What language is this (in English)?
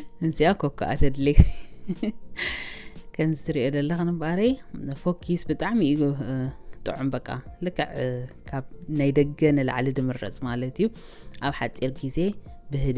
Tigrinya